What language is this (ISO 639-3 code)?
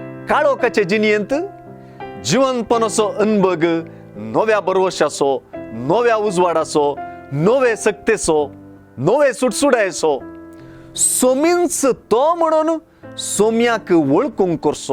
kok